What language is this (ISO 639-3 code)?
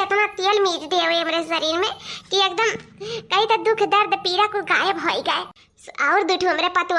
awa